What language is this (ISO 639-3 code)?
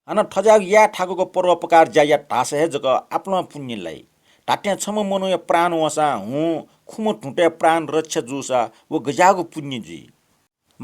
new